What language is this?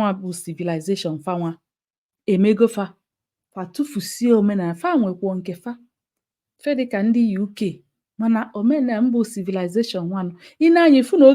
Igbo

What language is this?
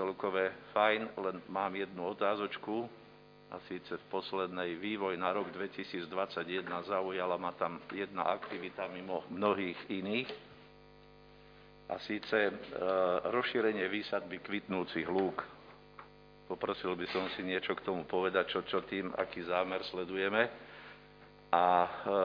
Slovak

